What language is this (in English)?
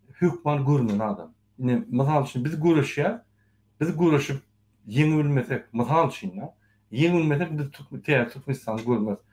Turkmen